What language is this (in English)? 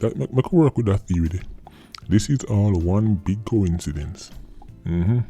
Jamaican Creole English